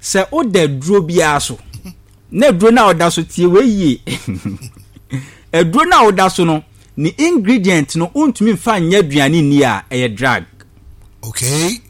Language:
Akan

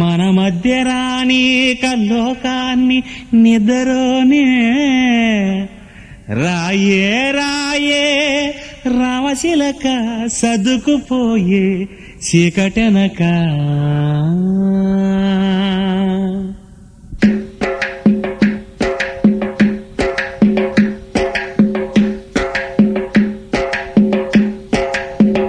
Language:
Telugu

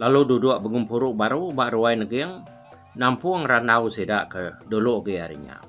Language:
Iban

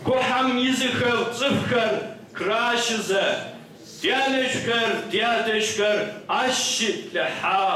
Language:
Kabardian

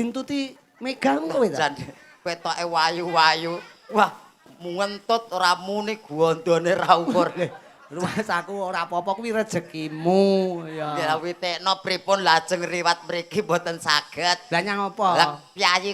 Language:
Javanese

